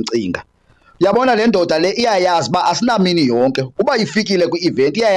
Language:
Xhosa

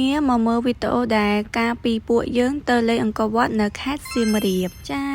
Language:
Khmer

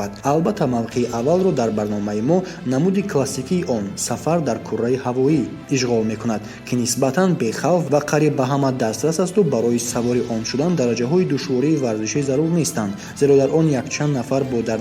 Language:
Tajik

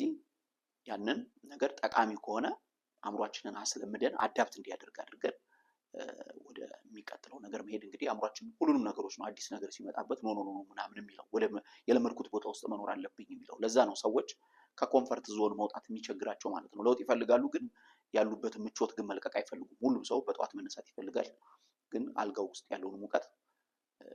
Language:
Amharic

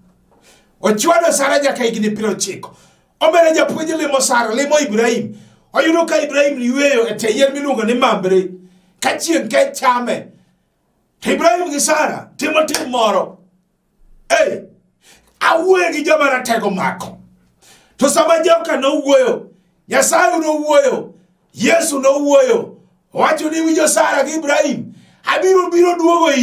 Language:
Luo (Kenya and Tanzania)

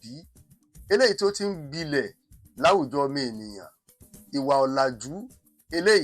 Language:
Yoruba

